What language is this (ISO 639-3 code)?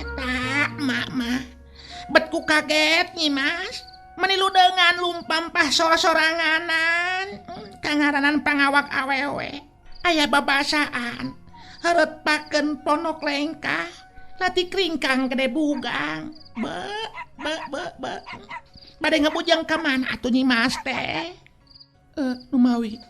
sun